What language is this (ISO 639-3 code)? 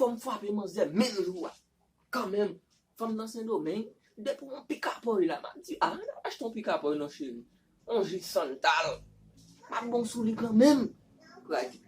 hat